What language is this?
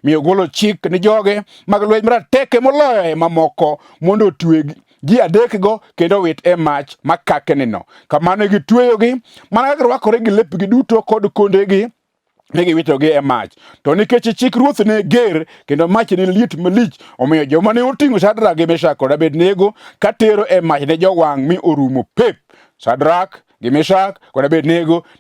Luo (Kenya and Tanzania)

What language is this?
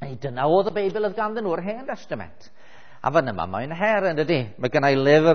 Welsh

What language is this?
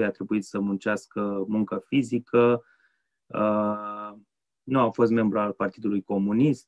Romanian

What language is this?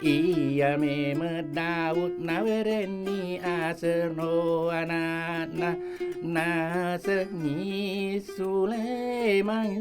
Buginese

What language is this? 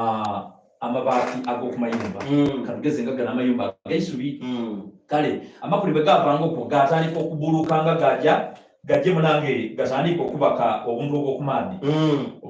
Soga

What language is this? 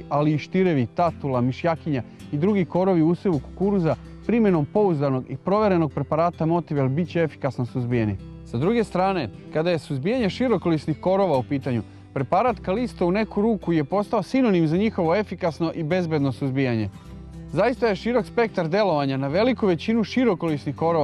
Serbian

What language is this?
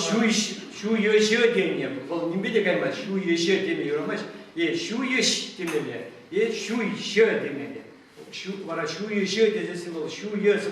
Chuvash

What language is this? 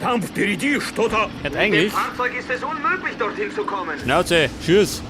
Bavarian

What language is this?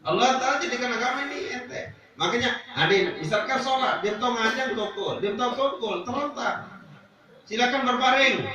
Sasak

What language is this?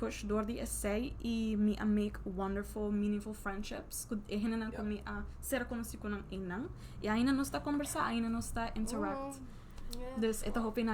Papiamento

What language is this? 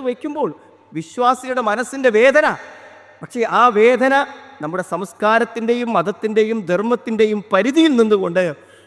Malayalam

